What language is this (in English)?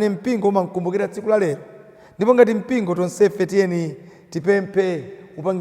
Nyanja